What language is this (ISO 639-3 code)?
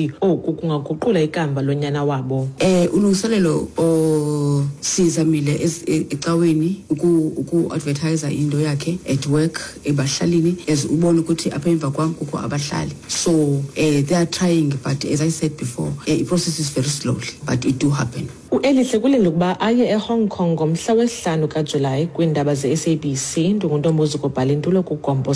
xho